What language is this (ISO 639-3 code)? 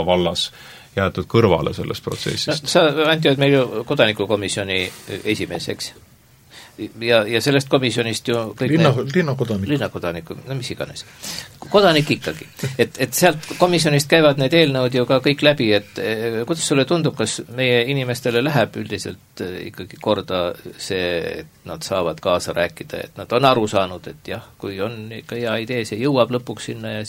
est